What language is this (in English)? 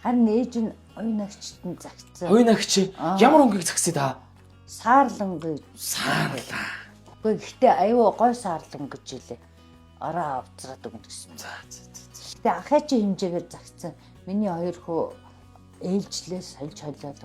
Mongolian